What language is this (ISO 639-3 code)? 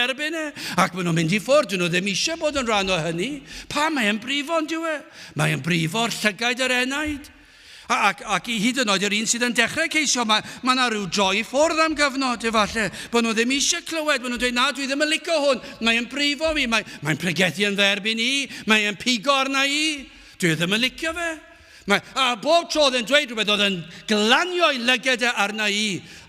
cym